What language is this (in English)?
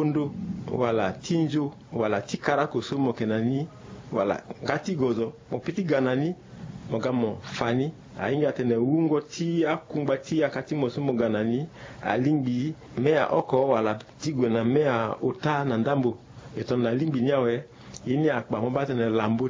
Sango